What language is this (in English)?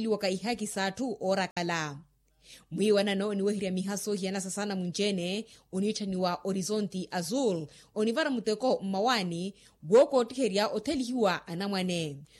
Makhuwa